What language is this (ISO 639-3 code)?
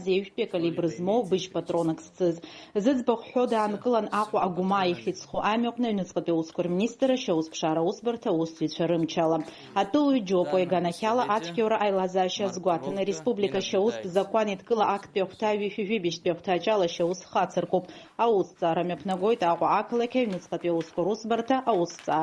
abk